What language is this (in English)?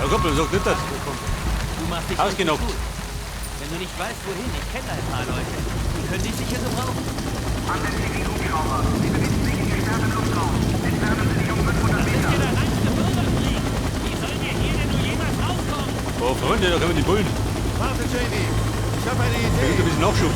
Bavarian